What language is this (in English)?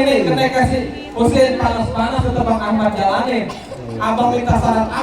Betawi